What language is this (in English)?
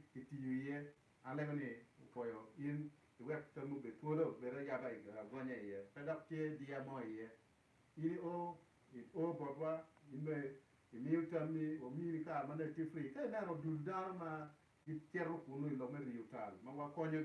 Acoli